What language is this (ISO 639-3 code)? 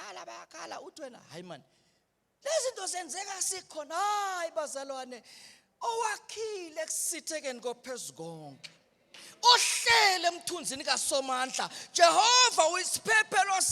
zul